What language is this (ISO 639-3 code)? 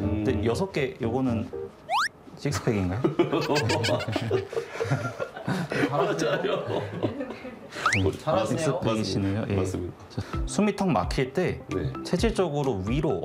kor